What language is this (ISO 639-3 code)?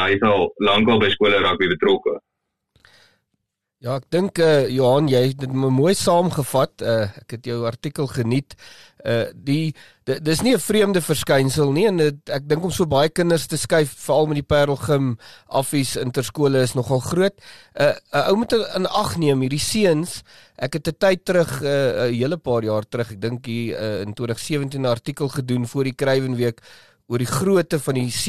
afr